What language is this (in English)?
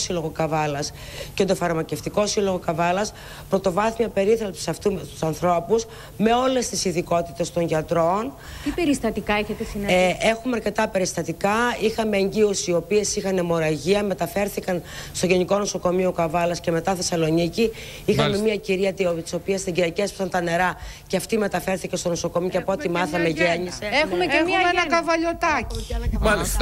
Greek